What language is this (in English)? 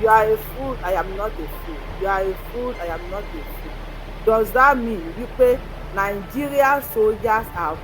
Yoruba